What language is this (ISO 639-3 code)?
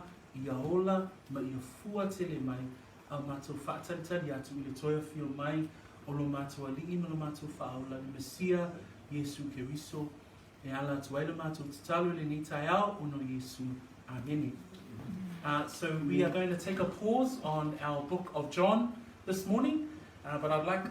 smo